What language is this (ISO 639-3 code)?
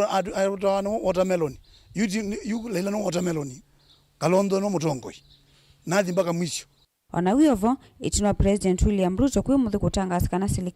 kam